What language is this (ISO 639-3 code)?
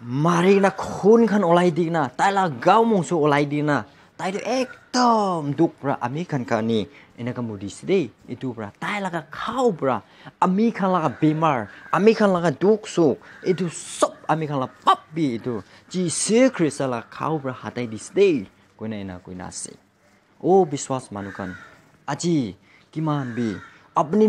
nag